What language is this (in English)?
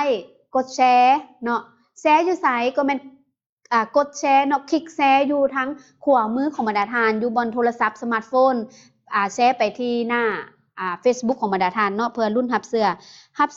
Lao